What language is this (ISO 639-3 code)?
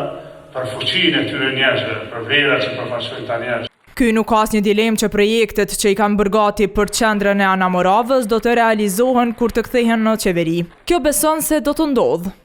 sqi